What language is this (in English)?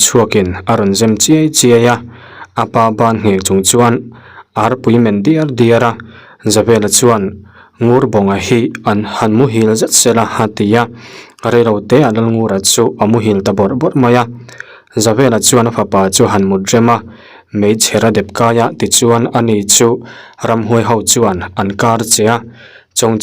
Mizo